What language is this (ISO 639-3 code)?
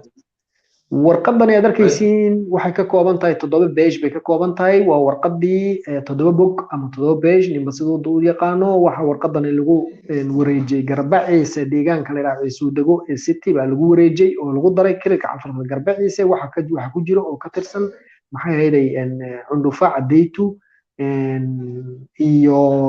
som